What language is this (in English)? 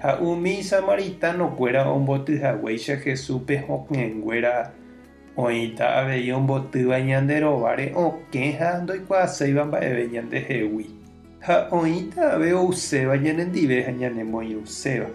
Guarani